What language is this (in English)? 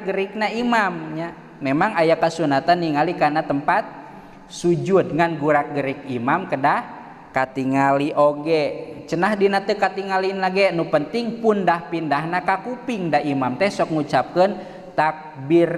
Sundanese